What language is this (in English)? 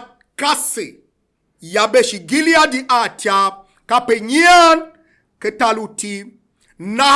Tiv